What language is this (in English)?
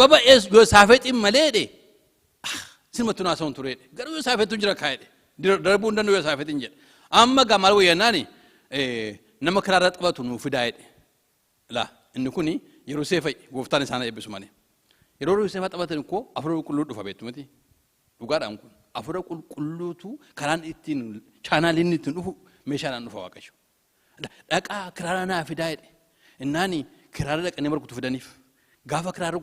Oromo